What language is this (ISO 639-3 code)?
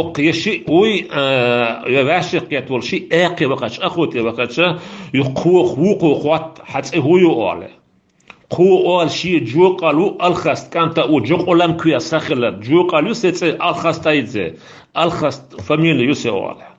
che